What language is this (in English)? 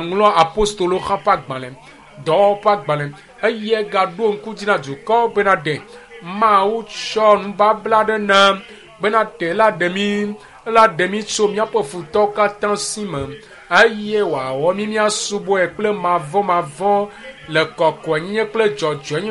Ewe